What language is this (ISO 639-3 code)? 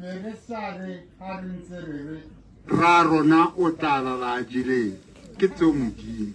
tsn